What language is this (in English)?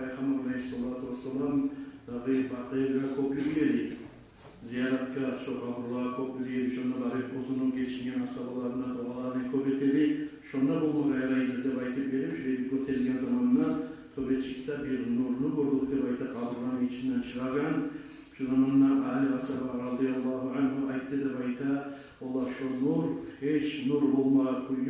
Kumyk